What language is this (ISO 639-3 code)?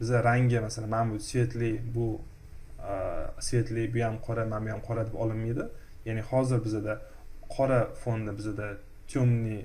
uzb